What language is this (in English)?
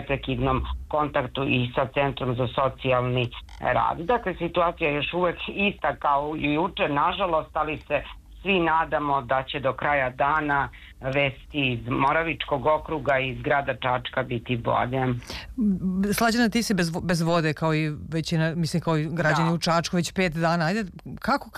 Serbian